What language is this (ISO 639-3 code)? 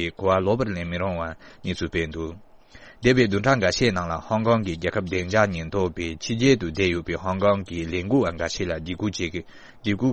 bod